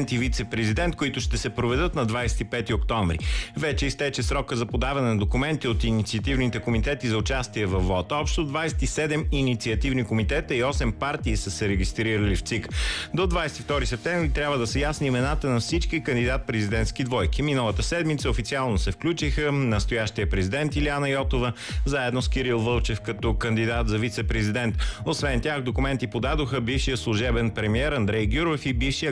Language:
Bulgarian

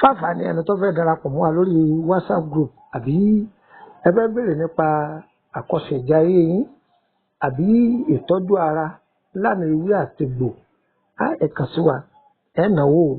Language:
Yoruba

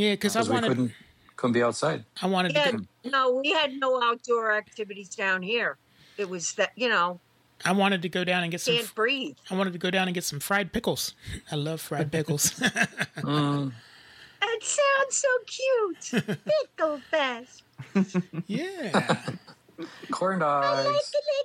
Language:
English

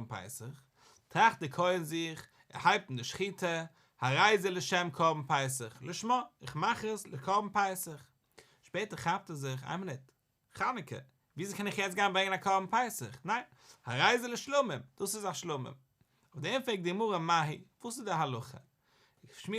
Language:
Yiddish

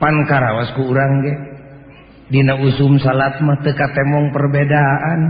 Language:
Sundanese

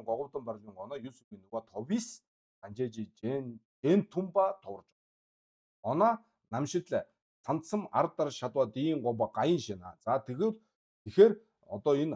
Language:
Mongolian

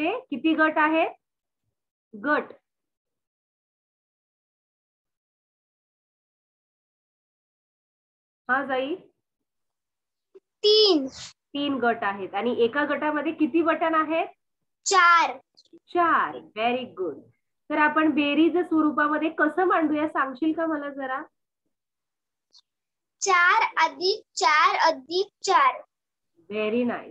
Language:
Marathi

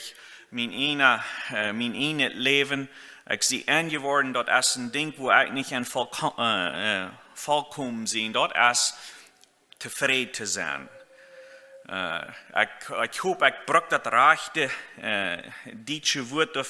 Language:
Plautdietsch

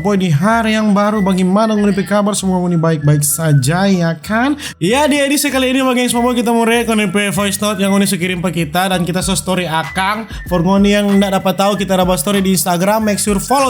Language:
Manado Malay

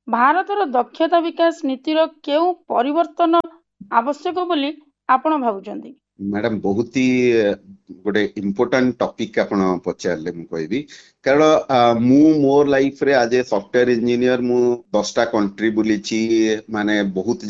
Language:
Odia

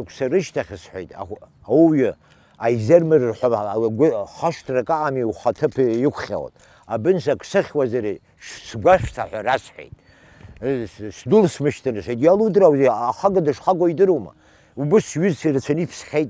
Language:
Abkhazian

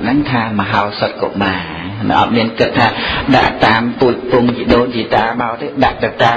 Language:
Khmer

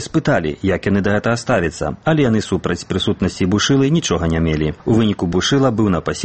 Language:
Belarusian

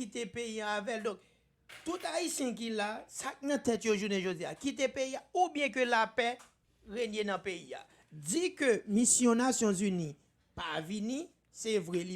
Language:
Haitian Creole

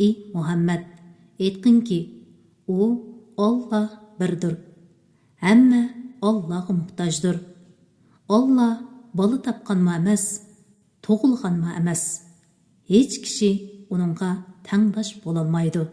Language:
Uyghur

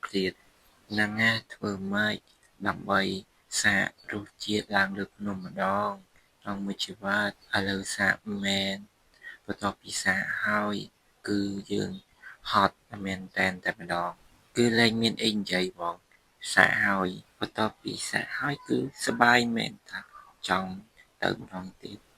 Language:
Khmer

